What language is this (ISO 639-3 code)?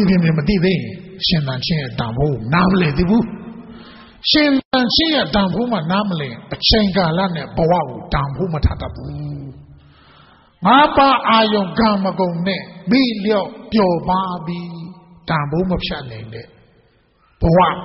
mya